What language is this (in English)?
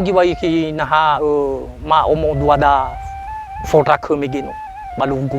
Nias